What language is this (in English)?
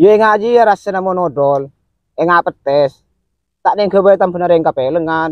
Madurese